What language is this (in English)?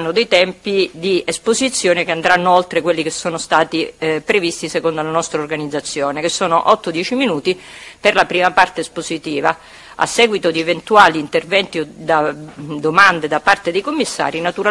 Italian